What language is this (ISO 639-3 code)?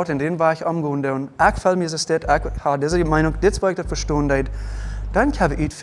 pdt